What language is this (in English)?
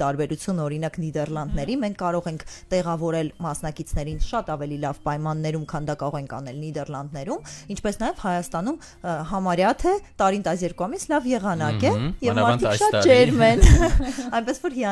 Armenian